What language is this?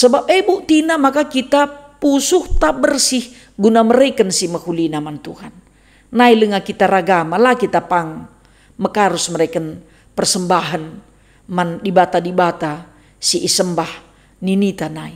Batak Karo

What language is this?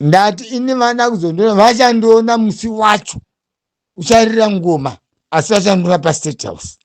Shona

